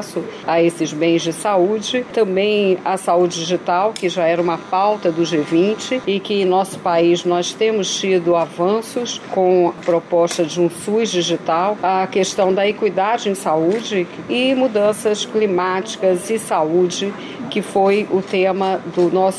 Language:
Portuguese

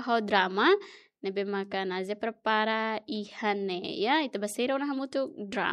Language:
Tetum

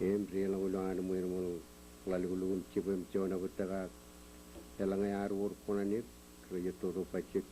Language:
Marshallese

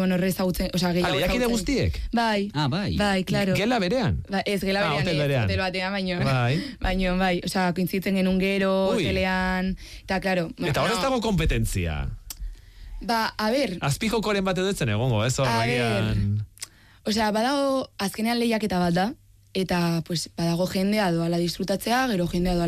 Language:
Basque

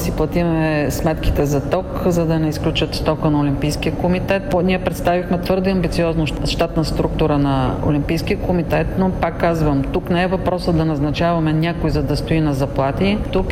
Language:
Bulgarian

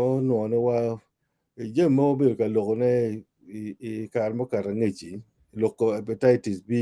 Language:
Acoli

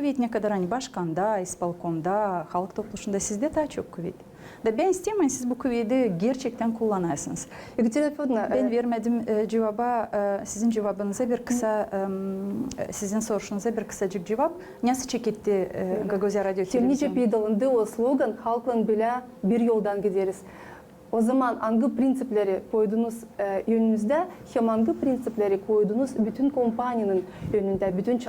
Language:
Gagauz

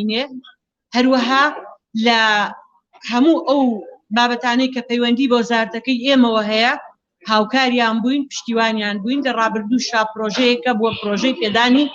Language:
Central Kurdish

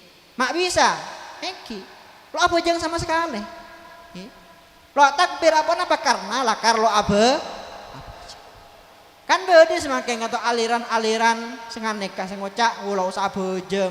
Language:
Madurese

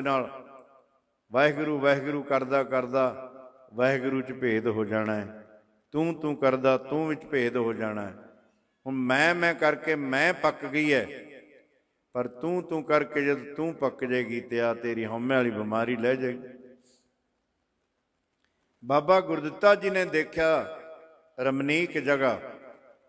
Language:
Punjabi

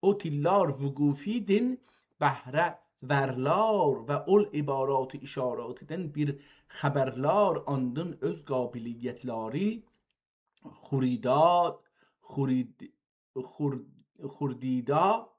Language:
South Azerbaijani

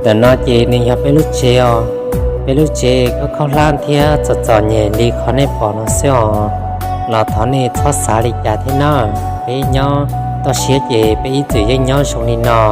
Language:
Hmong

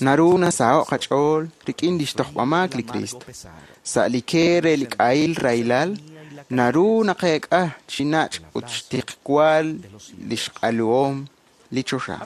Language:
Kekchí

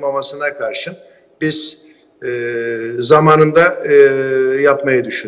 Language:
Turkish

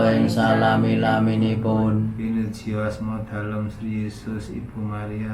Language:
Javanese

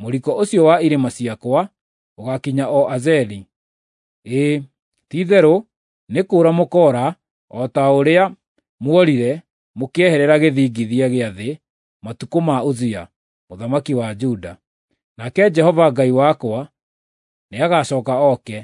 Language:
Kikuyu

